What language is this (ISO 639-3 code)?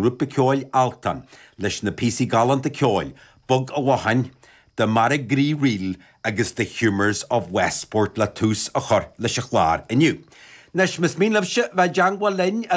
gle